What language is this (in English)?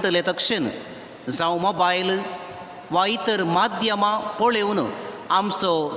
Konkani